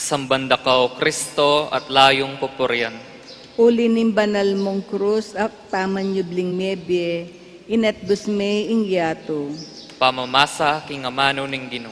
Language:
Pampanga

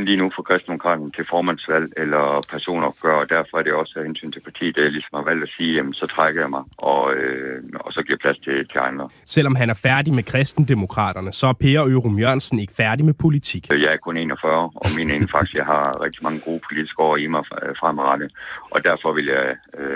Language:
Danish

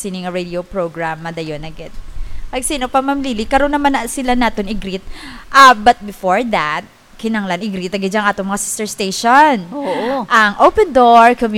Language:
Hiligaynon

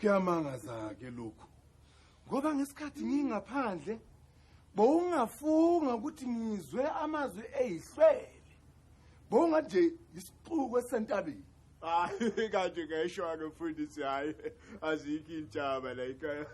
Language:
Zulu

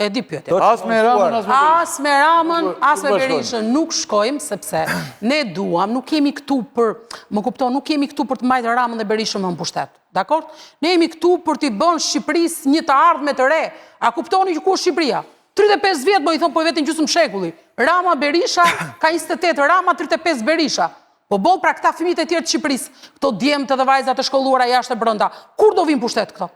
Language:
Albanian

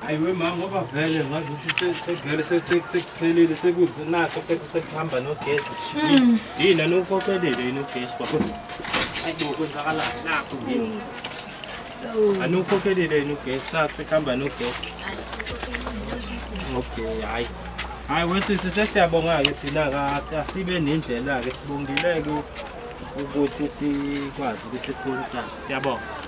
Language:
Zulu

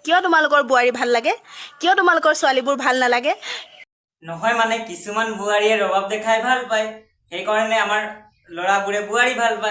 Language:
Assamese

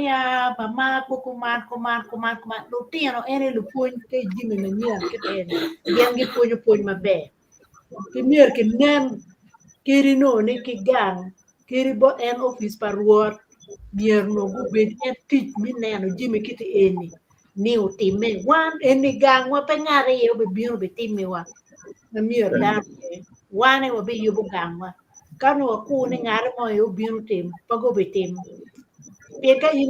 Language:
Acoli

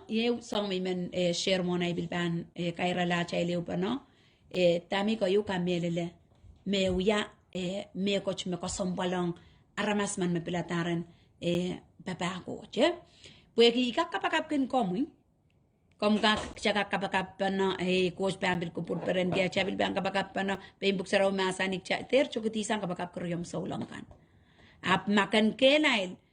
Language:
Pohnpeian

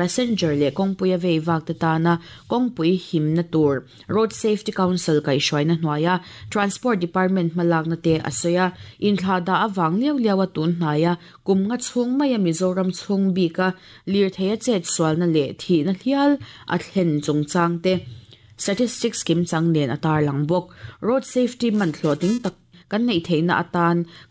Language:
Mizo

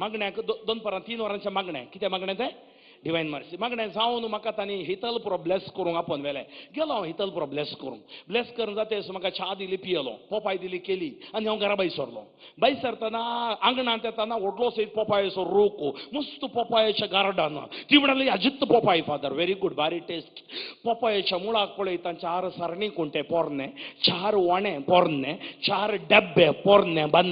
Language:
Konkani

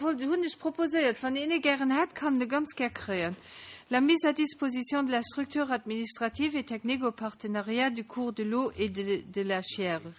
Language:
Luxembourgish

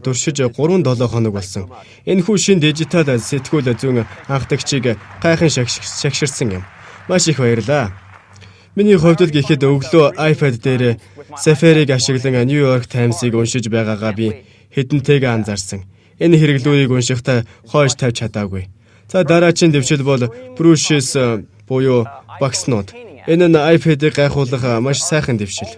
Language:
Mongolian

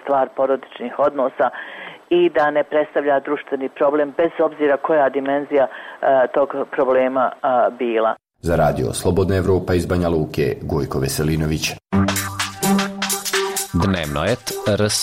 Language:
Serbian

